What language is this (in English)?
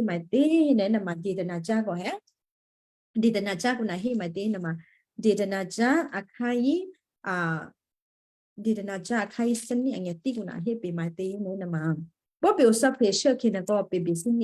Western Kayah